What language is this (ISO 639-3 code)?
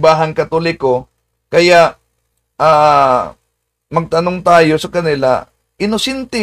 fil